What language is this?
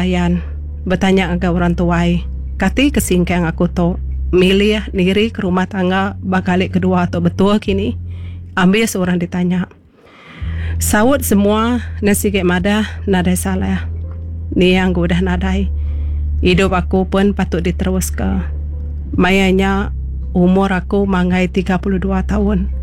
Iban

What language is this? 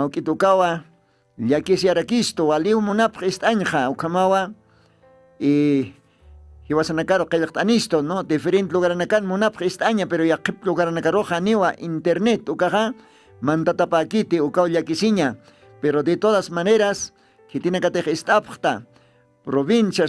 Aymara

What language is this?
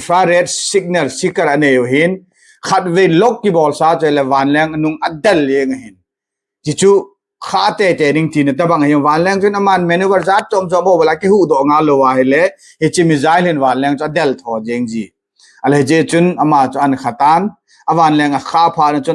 Thado Chin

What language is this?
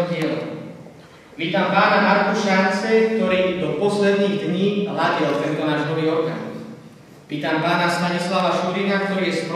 Slovak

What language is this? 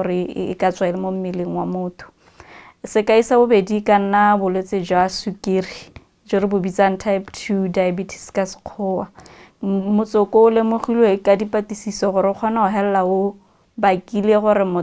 Tswana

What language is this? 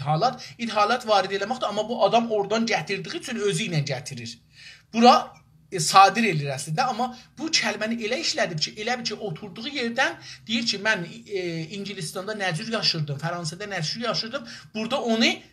South Azerbaijani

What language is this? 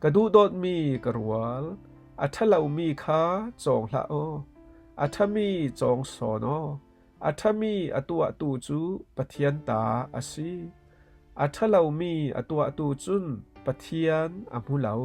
Falam Chin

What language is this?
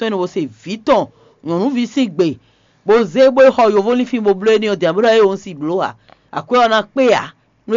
Fon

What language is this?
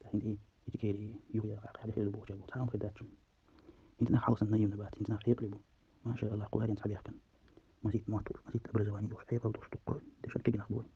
Chechen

